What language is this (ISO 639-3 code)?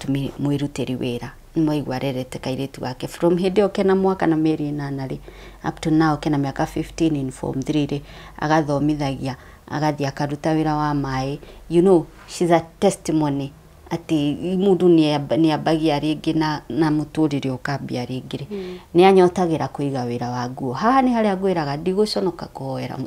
kik